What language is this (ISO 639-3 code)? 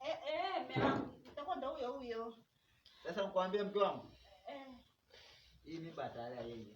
swa